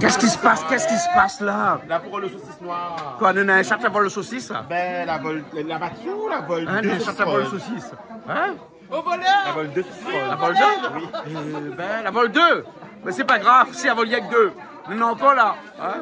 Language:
Réunion Creole French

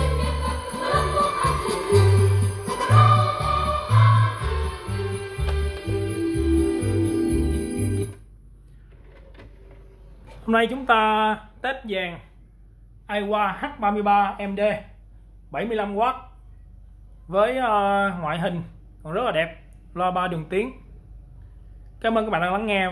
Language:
Vietnamese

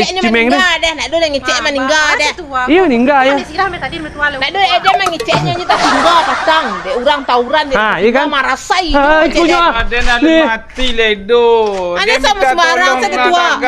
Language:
Minangkabau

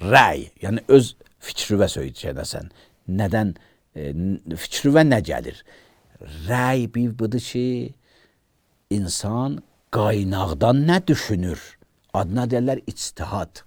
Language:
Azerbaijani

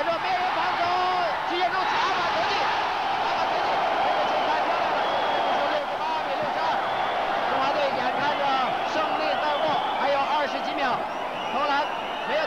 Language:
Chinese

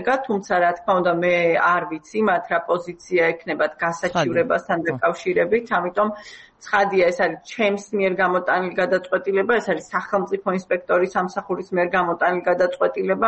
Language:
Georgian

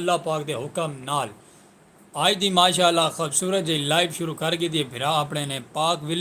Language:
Saraiki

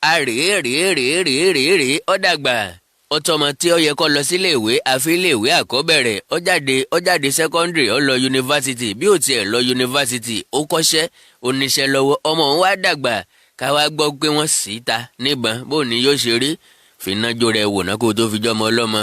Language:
Yoruba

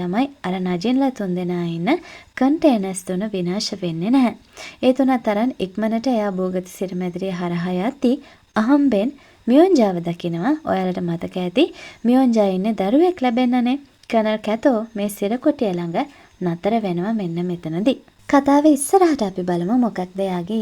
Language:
Sinhala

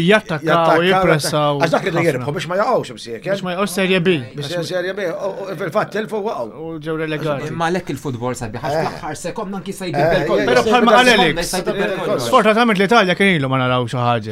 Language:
Maltese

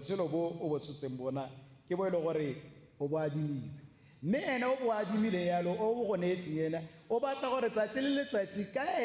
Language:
Tswana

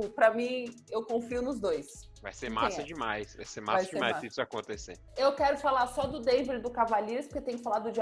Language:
Portuguese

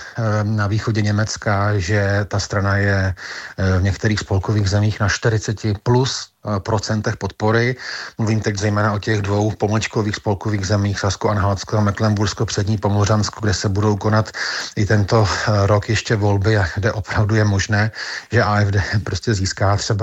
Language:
Czech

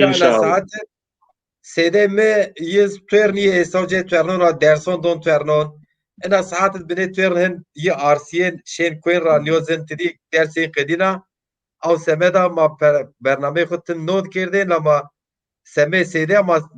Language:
Zaza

